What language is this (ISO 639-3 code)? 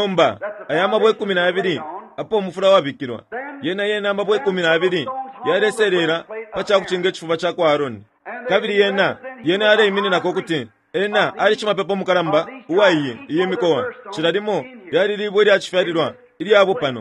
bem